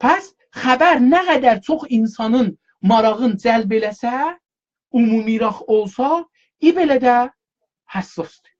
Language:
South Azerbaijani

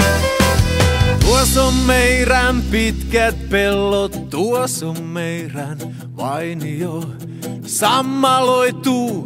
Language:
Finnish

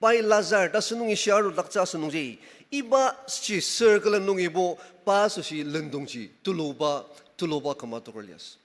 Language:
Ao Naga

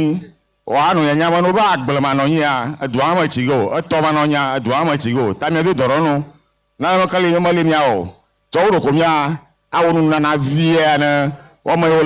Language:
Ewe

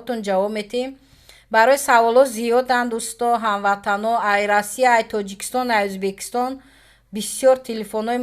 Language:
Tajik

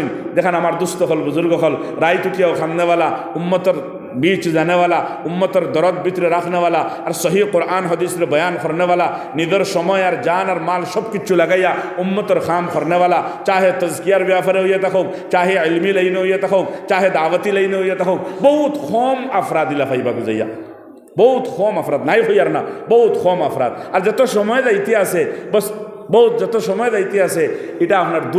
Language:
Sylheti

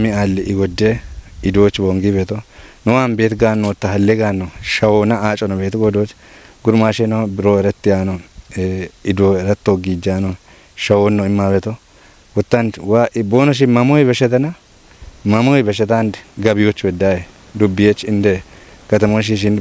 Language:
Kafa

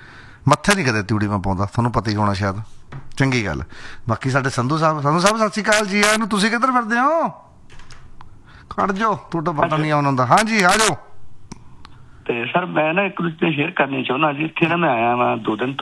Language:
Punjabi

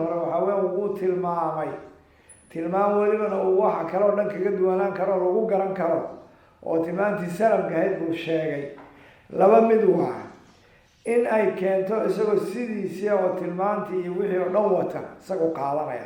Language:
Somali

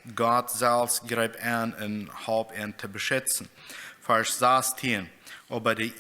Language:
Plautdietsch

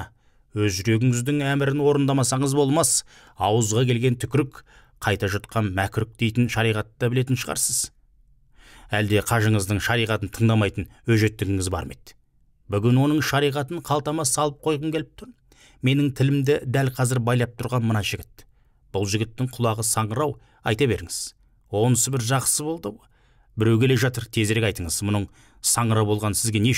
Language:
Kazakh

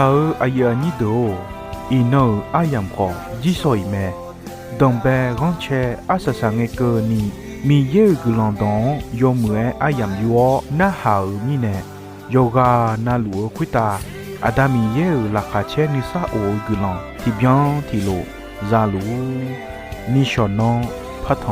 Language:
Akha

